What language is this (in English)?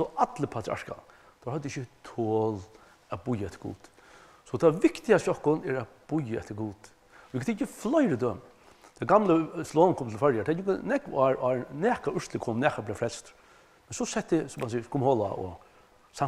Faroese